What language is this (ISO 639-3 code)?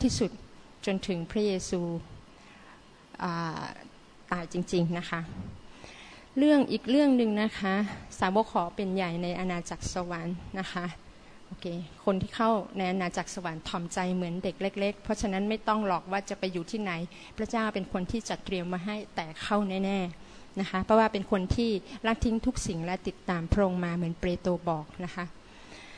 tha